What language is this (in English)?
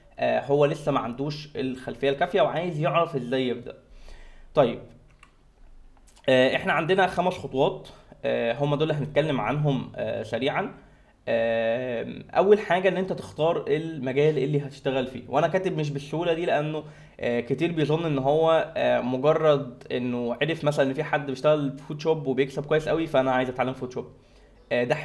Egyptian Arabic